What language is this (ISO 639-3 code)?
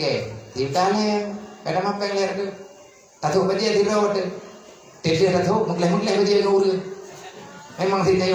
ace